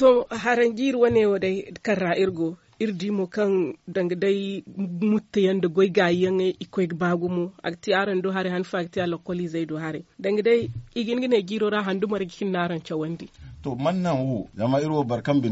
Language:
Zarma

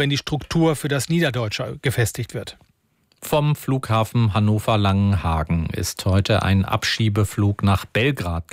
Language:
German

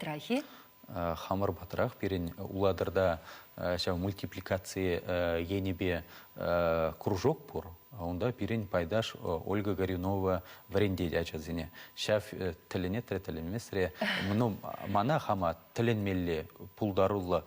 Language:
Chuvash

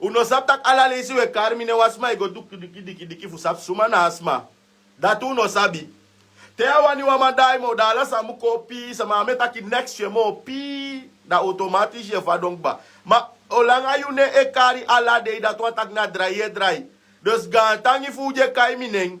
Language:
Sranan Tongo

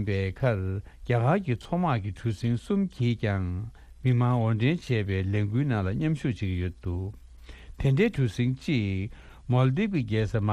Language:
Tibetan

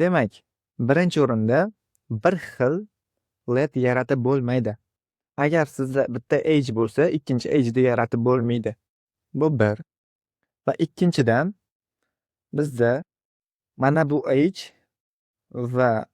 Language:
Uzbek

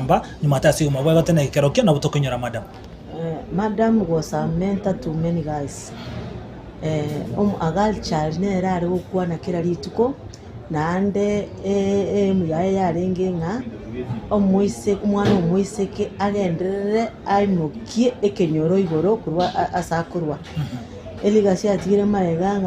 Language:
Gusii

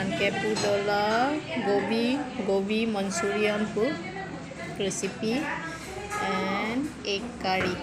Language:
Karbi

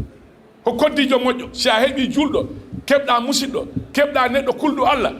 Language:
Fula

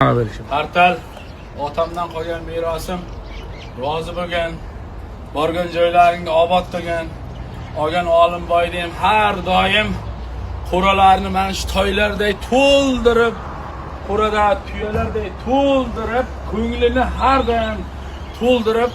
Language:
Uzbek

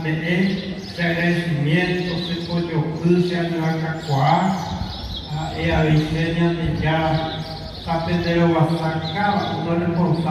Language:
Guarani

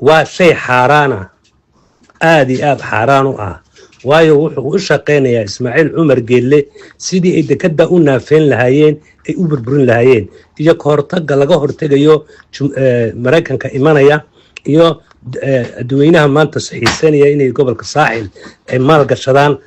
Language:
Somali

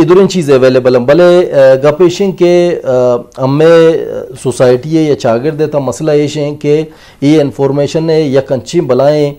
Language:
Eastern Balochi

